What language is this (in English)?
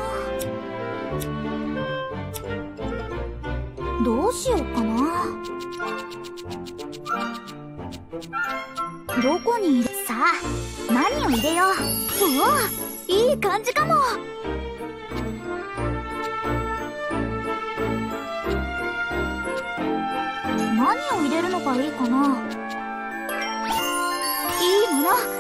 Japanese